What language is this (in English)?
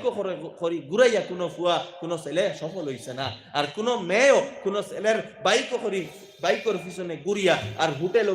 Sylheti